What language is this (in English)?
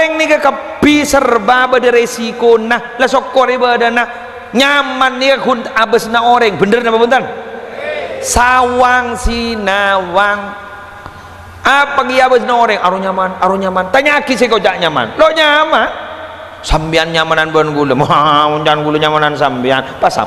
Madurese